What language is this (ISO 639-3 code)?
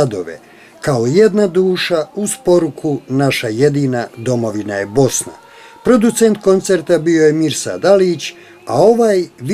bos